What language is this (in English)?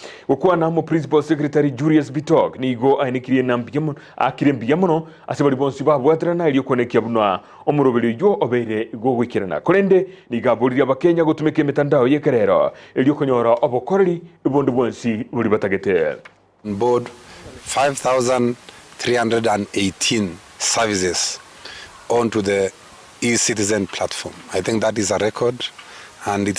Gusii